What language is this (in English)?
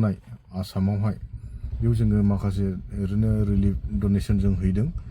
Bodo